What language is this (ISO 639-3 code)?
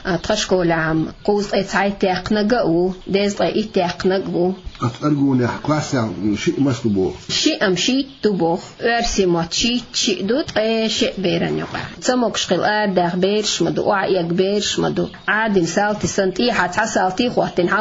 che